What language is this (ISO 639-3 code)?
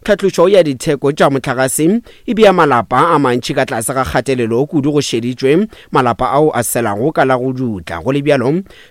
nso